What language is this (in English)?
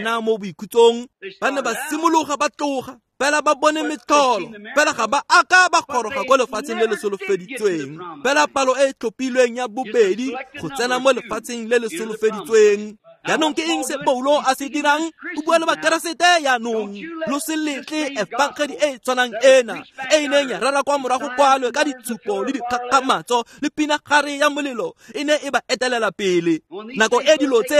Tswana